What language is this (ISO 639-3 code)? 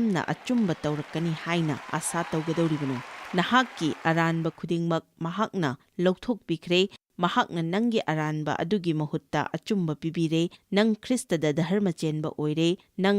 mni